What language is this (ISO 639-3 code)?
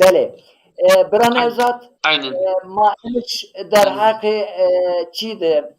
zza